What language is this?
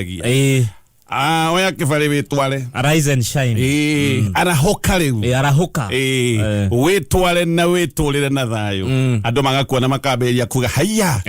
Kikuyu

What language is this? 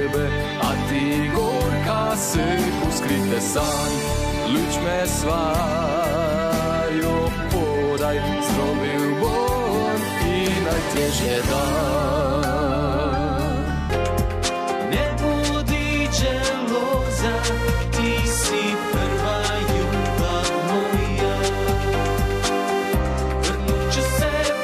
Croatian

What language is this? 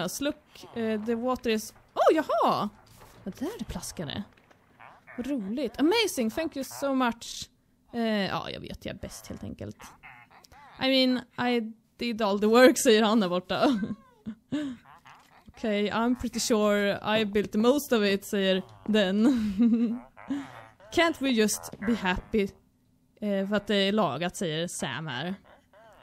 Swedish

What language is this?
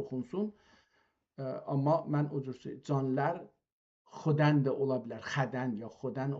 South Azerbaijani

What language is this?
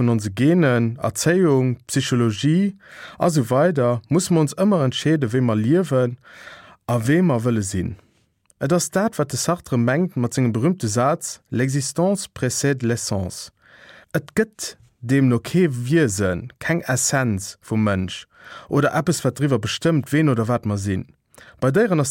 Luxembourgish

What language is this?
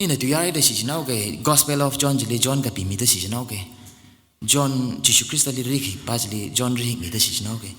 Tangkhul Naga (India)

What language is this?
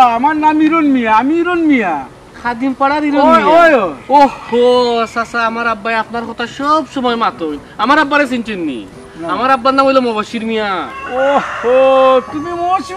Sylheti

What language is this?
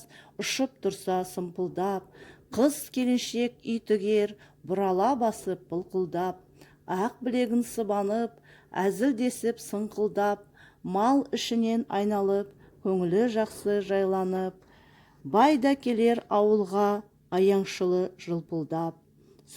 Kazakh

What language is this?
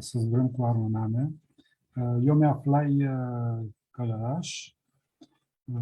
Aromanian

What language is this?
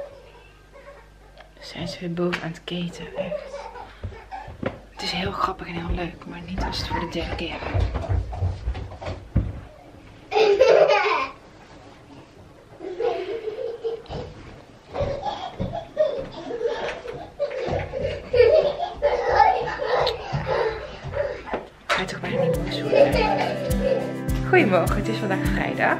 Dutch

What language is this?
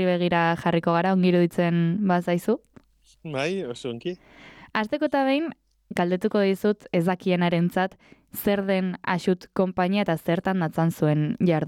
Basque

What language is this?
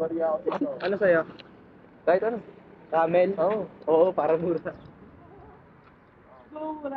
Filipino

